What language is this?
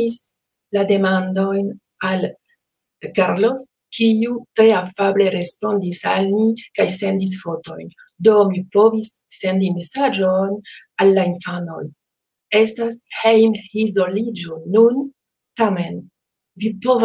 Esperanto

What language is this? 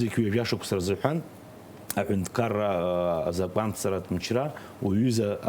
Abkhazian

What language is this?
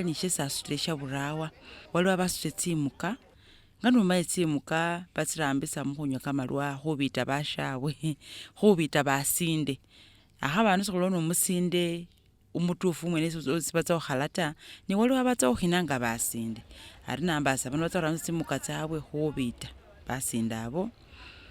Masaaba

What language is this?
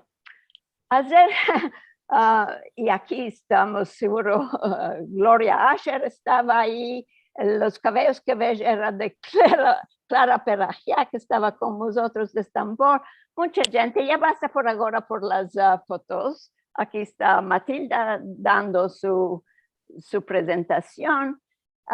Ladino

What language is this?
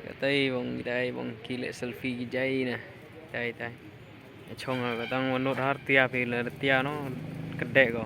Khasi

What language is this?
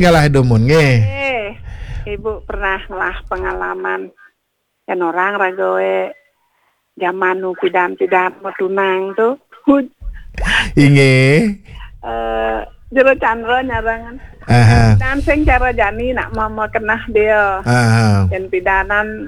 Balinese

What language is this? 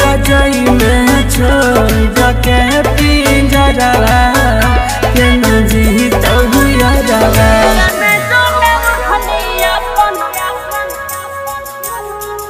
Bhojpuri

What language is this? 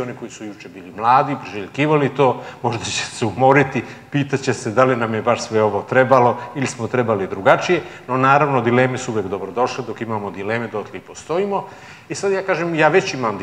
Serbian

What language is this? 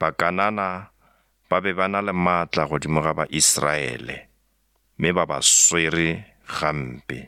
Northern Sotho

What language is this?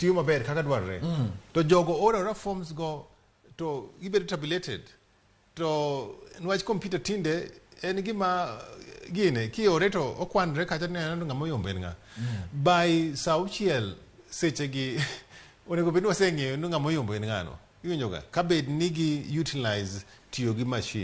Luo (Kenya and Tanzania)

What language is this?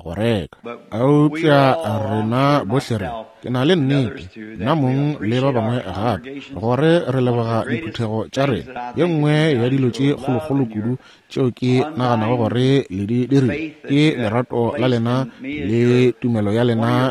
Northern Sotho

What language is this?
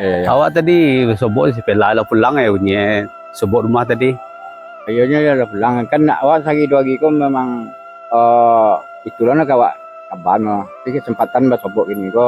Minangkabau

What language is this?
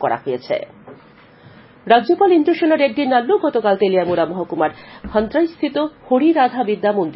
Bangla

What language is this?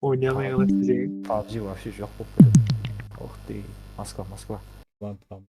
Kara-Kalpak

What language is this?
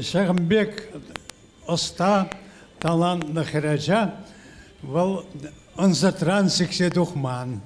Chuvash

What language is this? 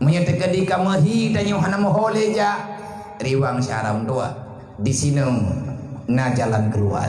Achinese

